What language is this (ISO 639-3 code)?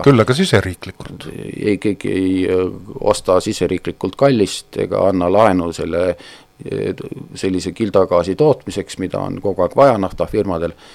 est